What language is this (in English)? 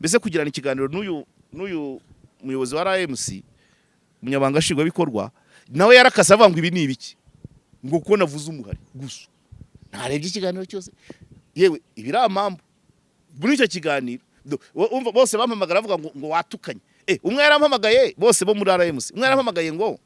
Kinyarwanda